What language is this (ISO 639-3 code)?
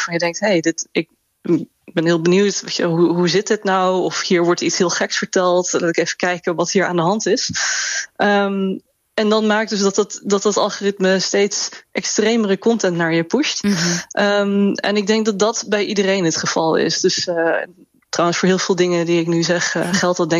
nld